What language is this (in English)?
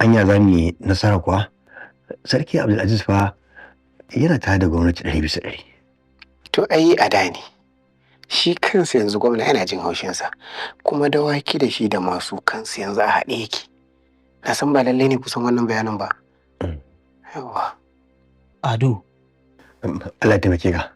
Hausa